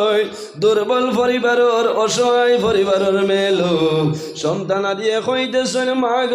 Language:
Sylheti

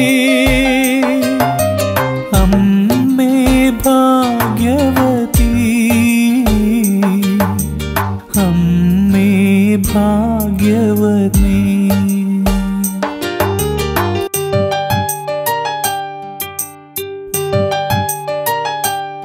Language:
Malayalam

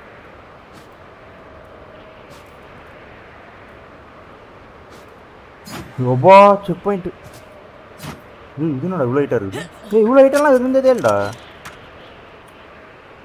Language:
Tamil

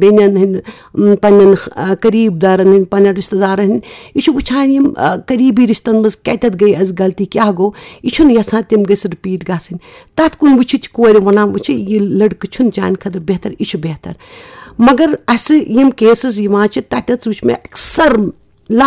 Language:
Kashmiri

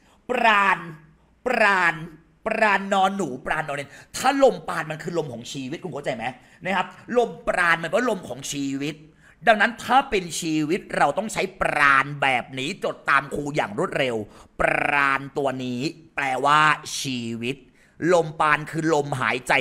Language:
Thai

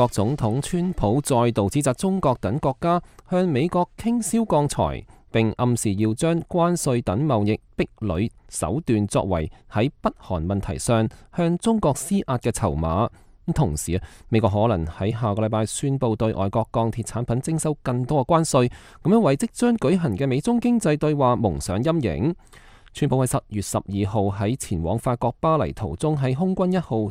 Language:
Cantonese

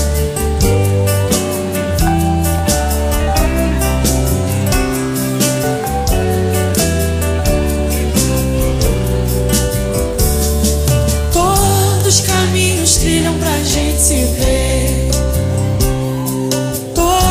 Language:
Portuguese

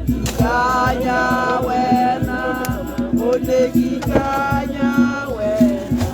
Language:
Tswana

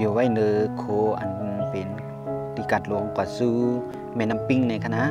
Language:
Shan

